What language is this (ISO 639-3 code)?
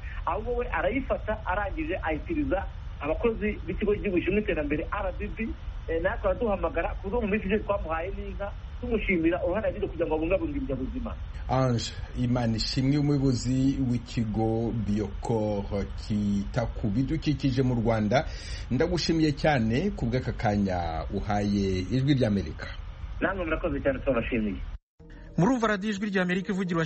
kin